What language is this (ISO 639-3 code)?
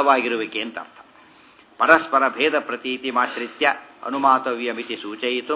kan